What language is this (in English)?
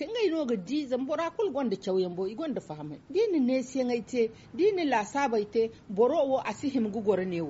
Zarma